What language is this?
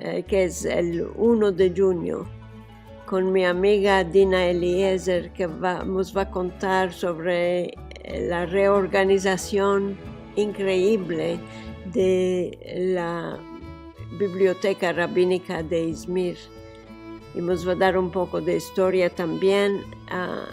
Ladino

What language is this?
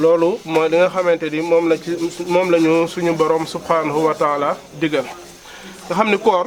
Wolof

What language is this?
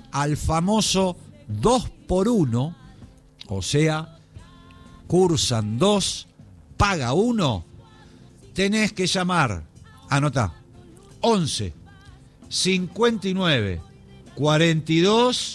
Spanish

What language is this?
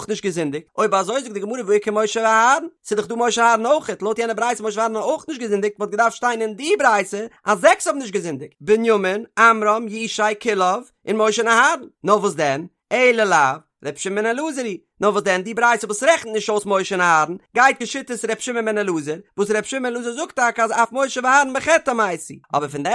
Yiddish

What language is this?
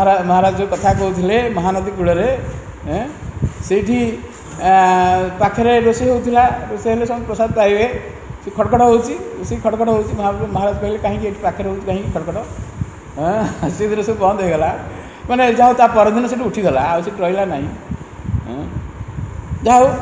Odia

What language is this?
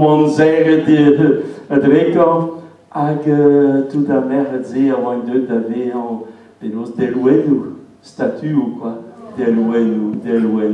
Breton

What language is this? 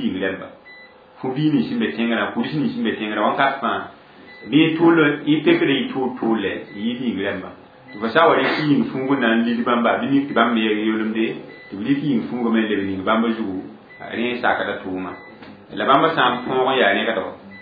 Mossi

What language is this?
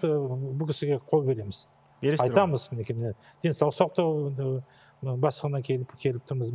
Kazakh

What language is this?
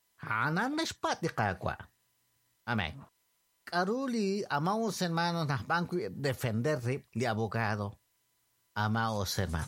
Kekchí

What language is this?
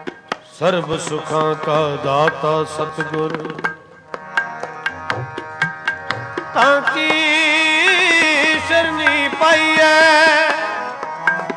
Punjabi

